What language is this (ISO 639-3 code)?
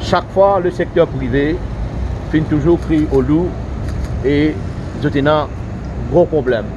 mfe